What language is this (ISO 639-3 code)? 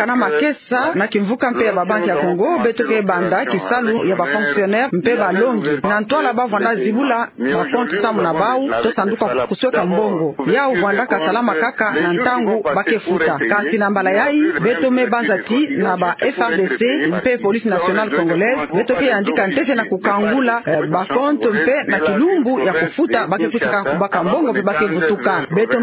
ktu